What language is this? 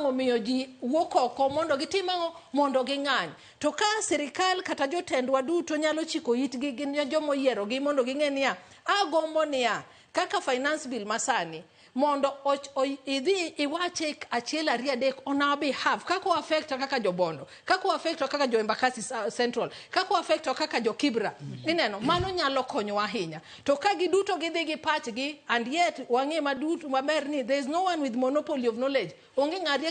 Luo (Kenya and Tanzania)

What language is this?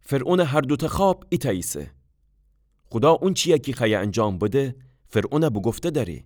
Gilaki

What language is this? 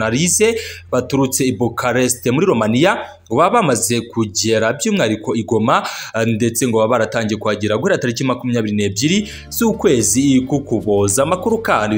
Kinyarwanda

